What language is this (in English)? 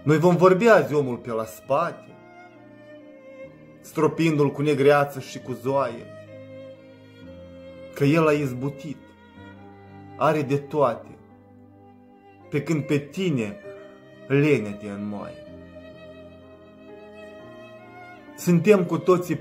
Romanian